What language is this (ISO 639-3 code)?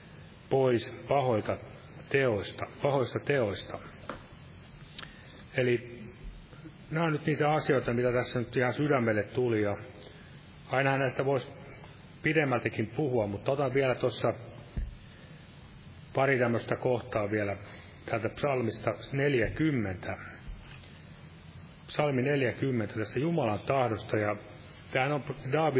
fin